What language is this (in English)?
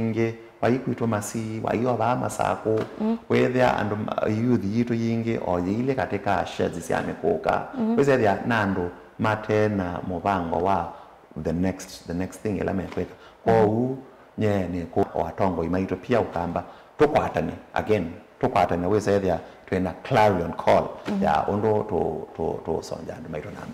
Kamba